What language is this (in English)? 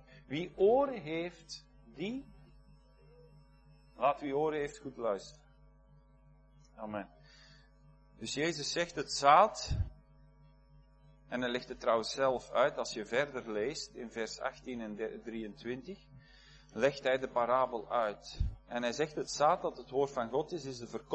Dutch